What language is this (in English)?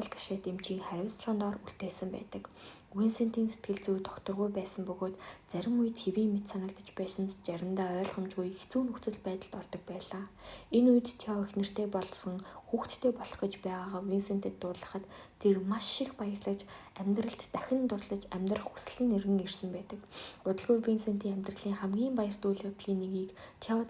Mongolian